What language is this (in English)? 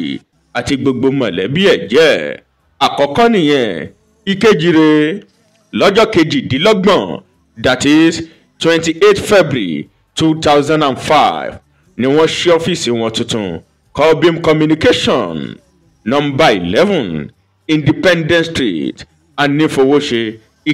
Yoruba